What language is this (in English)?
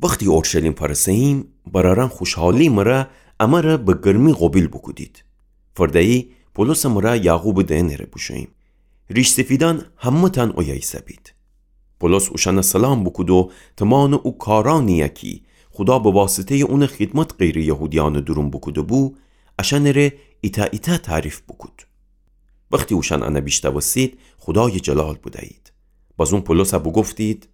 Gilaki